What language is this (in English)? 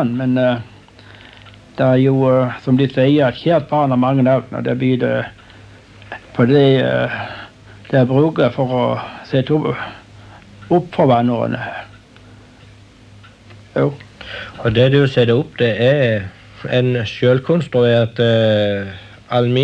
Norwegian